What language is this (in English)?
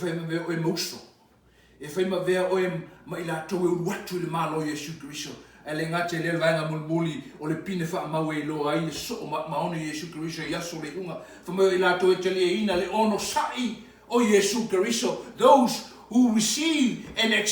Samoan